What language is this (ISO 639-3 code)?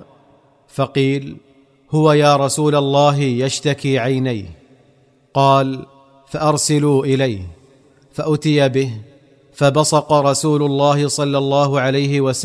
ara